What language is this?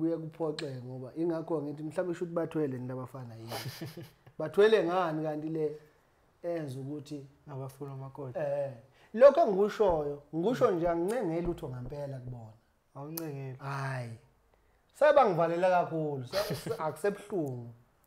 Zulu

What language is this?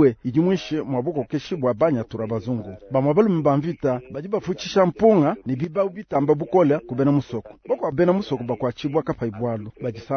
Luba-Lulua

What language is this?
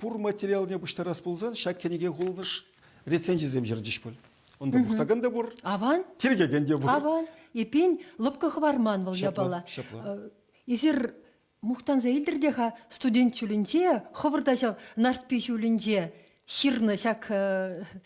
Chuvash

